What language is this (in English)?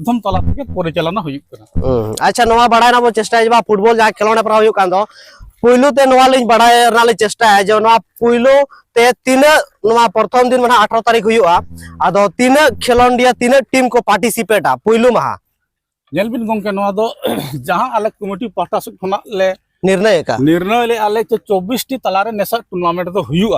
Santali